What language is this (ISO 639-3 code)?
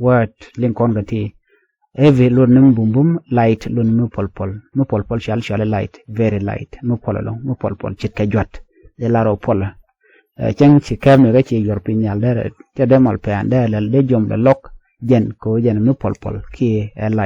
nus